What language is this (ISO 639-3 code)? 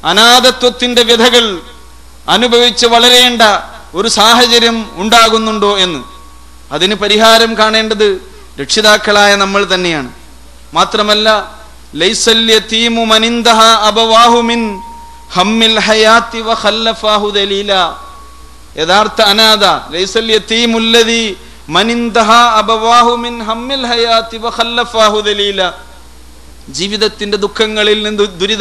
mal